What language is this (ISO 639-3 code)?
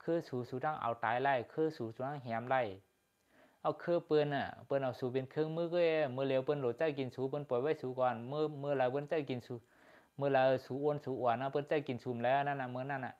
shn